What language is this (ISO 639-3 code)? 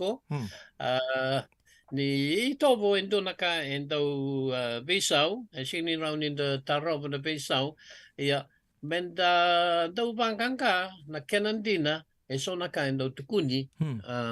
fij